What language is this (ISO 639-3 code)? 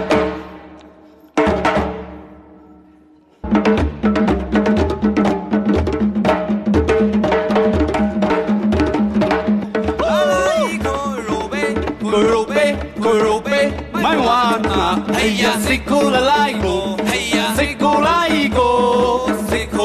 zho